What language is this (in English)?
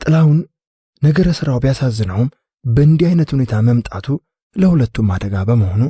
Amharic